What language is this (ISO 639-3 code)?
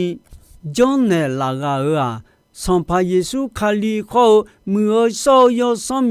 ahk